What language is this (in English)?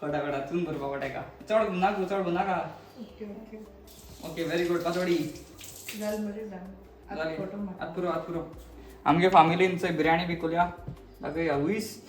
Konkani